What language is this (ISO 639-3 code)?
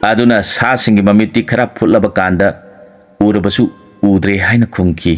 mni